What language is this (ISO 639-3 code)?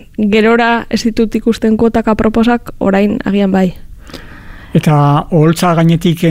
eus